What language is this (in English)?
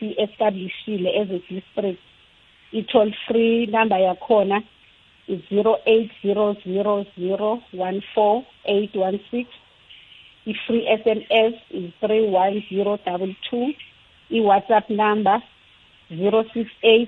South Ndebele